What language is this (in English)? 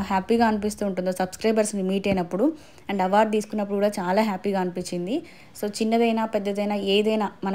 Telugu